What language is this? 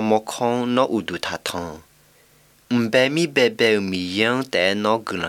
Malagasy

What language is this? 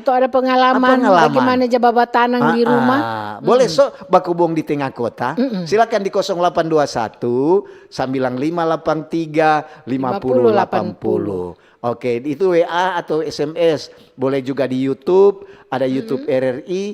Manado Malay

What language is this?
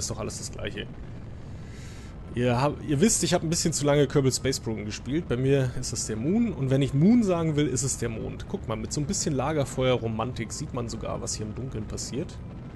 German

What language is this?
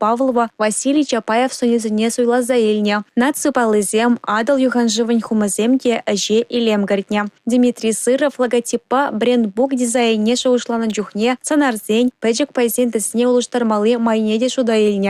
Chuvash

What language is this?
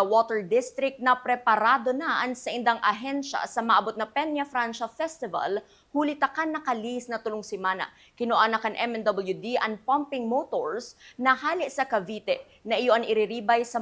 Bikol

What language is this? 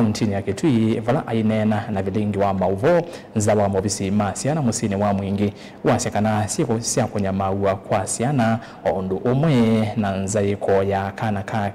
Kamba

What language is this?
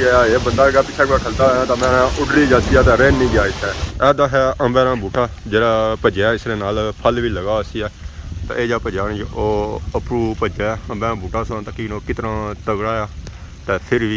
Pahari-Potwari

